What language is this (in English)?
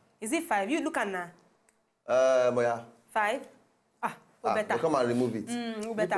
Nigerian Pidgin